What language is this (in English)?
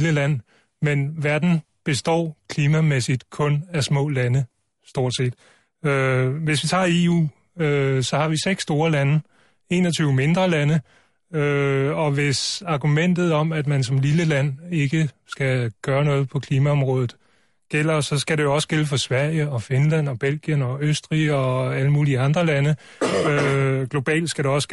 Danish